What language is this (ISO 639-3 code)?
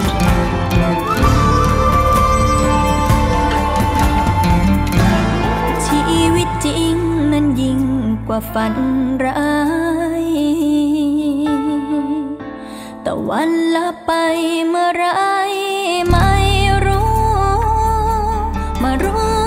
tha